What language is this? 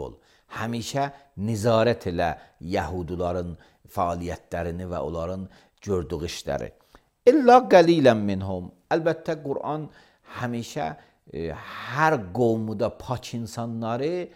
Azerbaijani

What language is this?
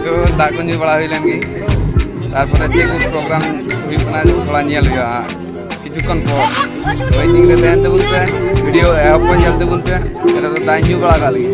Santali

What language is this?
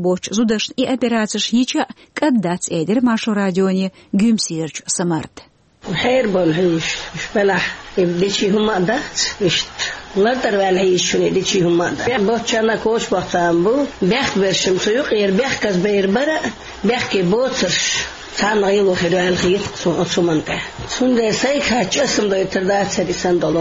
Chechen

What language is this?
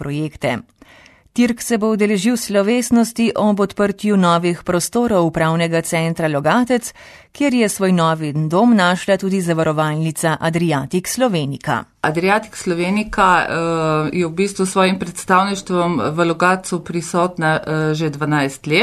Slovenian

